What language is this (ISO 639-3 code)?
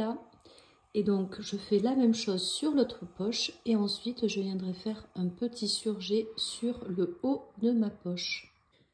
fra